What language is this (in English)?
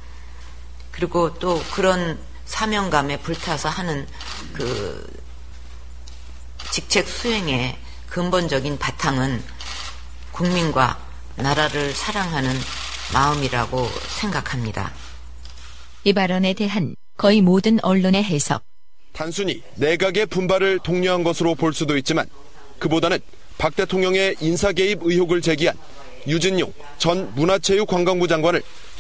Korean